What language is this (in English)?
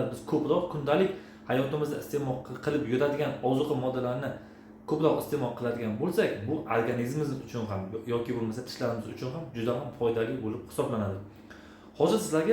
Uzbek